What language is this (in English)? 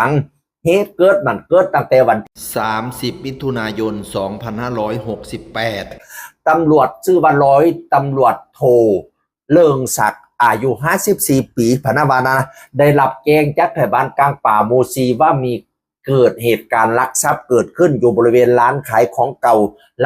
Northeastern Thai